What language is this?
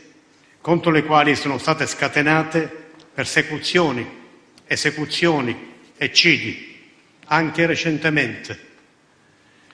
Italian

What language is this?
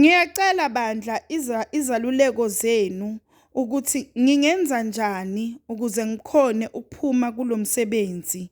Zulu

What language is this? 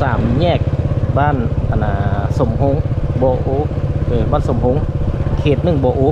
Lao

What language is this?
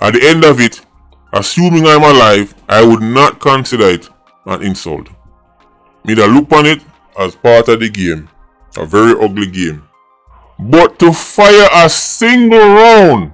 Jamaican Creole English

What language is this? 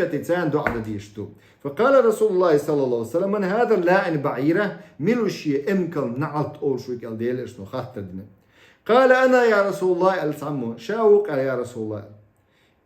Chechen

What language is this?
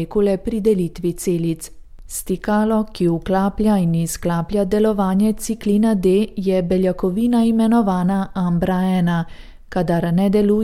Slovenian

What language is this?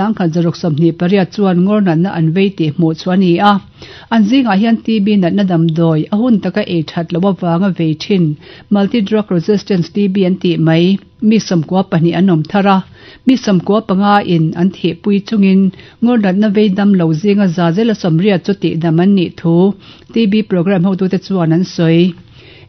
Mizo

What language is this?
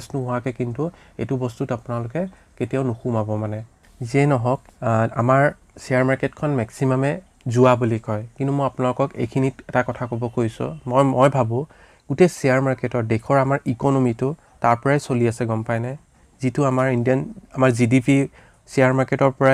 Assamese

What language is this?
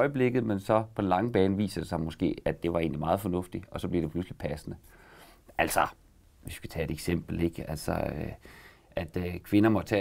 Danish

